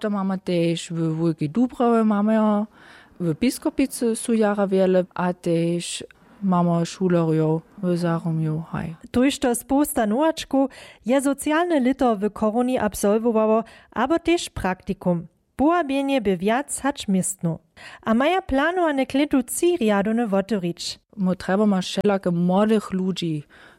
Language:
Upper Sorbian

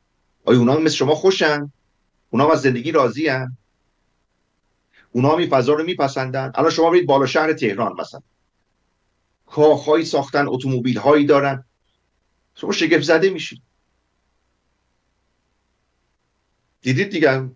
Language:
Persian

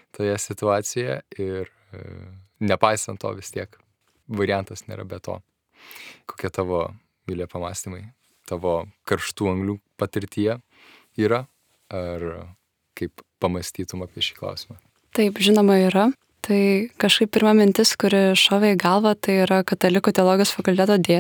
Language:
Lithuanian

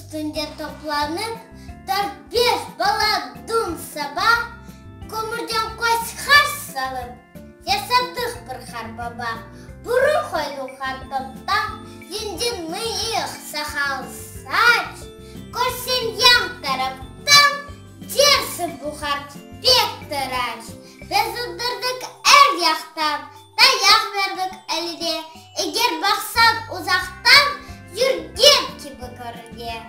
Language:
Crimean Tatar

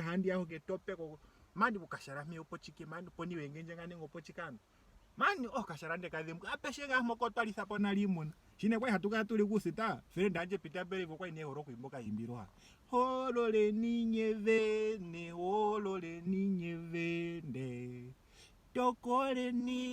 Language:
Ndonga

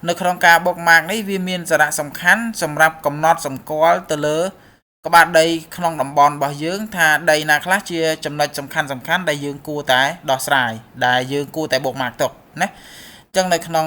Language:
Khmer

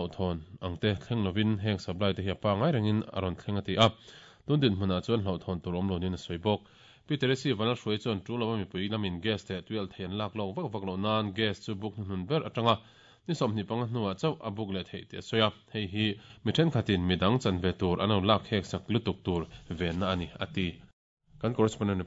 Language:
Mizo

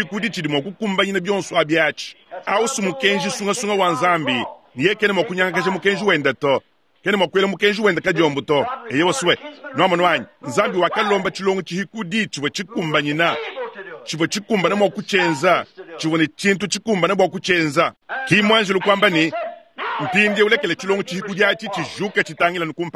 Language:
Luba-Lulua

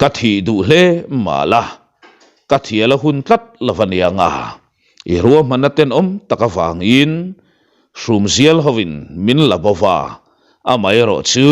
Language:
Mizo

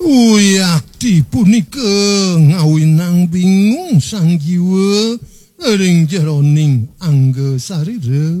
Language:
Balinese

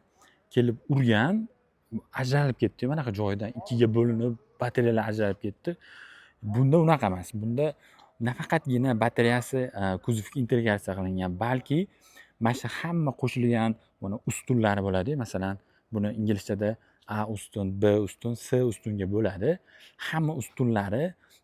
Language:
Uzbek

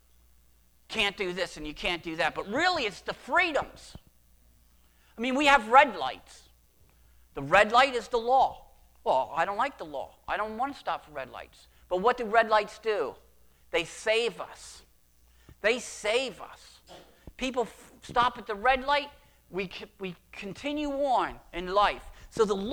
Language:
English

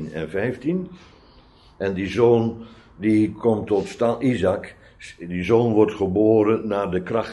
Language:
Dutch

